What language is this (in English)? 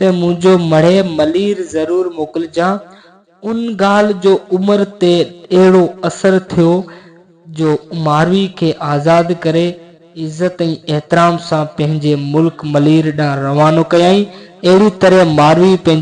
Sindhi